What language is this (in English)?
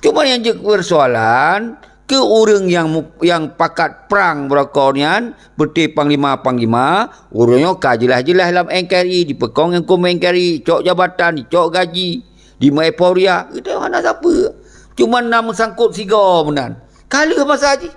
Achinese